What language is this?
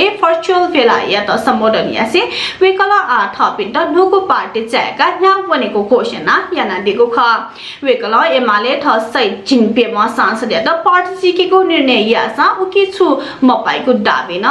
Newari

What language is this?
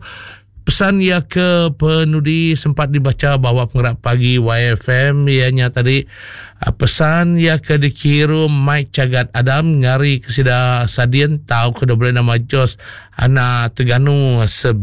Iban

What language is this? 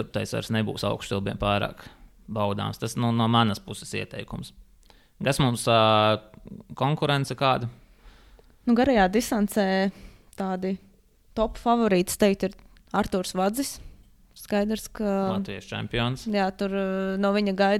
Latvian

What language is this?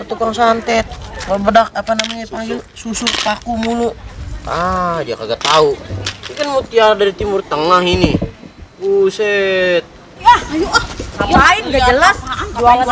Betawi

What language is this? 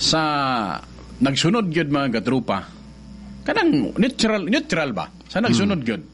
Cebuano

